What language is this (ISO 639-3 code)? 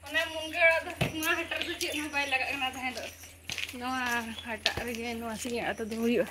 sat